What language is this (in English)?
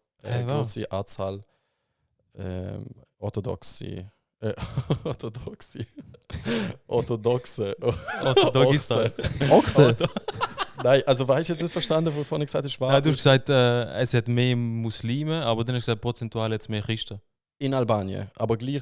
Swiss German